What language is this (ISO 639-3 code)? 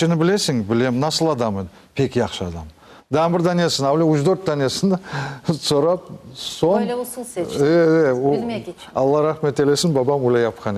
crh